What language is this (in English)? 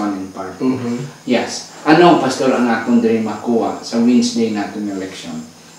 Hiligaynon